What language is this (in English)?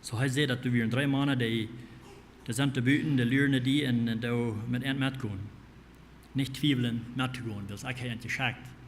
Plautdietsch